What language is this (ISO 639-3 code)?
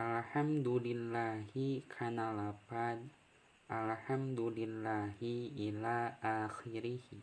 sun